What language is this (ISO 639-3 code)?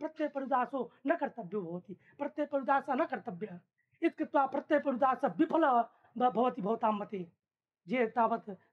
san